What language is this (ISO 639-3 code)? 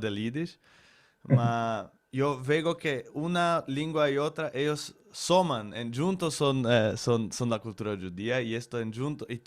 lad